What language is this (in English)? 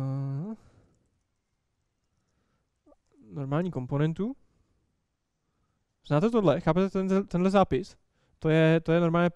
Czech